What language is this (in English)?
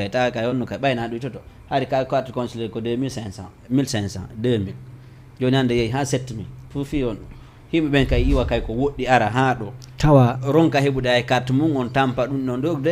Fula